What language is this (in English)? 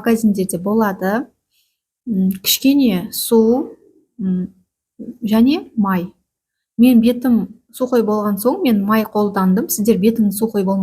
Kazakh